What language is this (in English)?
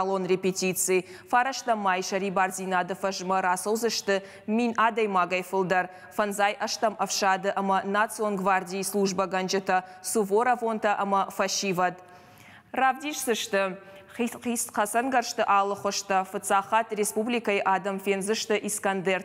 Ossetic